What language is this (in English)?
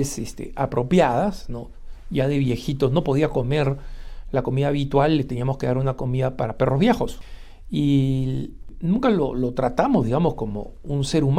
Spanish